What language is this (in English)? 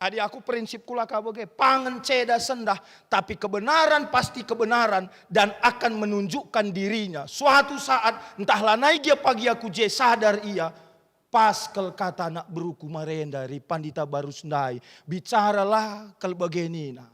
Batak Karo